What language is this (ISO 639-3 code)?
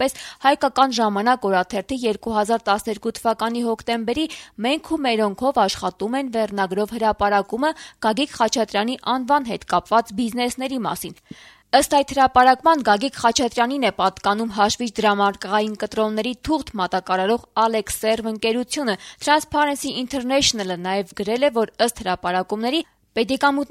hye